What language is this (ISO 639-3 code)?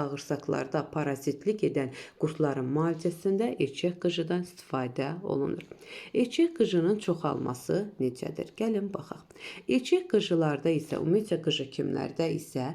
aze